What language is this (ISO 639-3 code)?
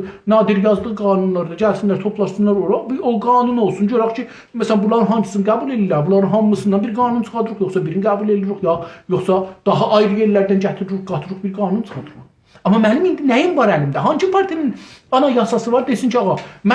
azb